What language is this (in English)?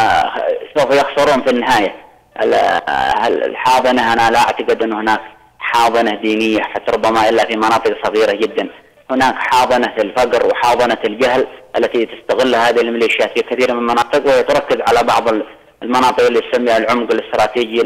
Arabic